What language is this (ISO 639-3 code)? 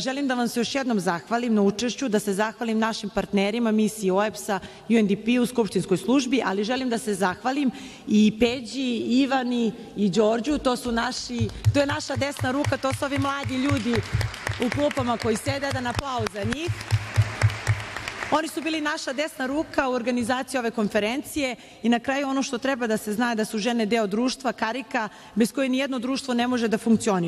srp